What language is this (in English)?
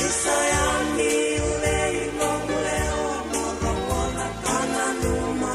Fijian